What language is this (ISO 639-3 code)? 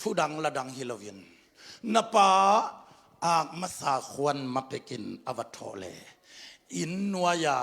ctd